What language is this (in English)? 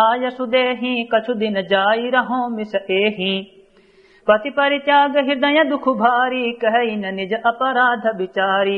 Awadhi